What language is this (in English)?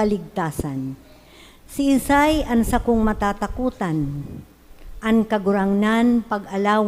Bikol